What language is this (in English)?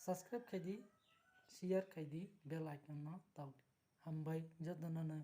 Kok Borok